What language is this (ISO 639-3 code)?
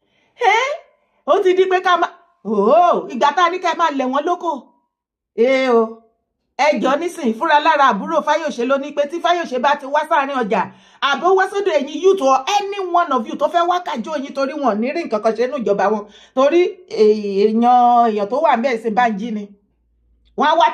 yor